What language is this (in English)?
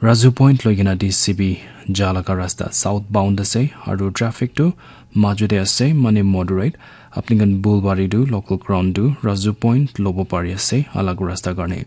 Naga Pidgin